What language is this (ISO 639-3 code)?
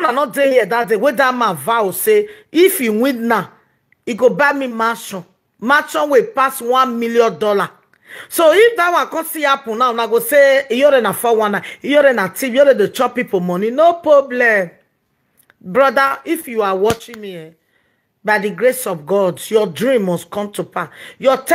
pcm